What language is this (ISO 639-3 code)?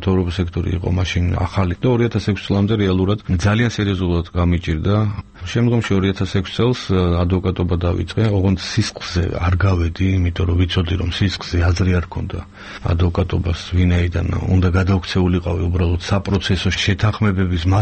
kat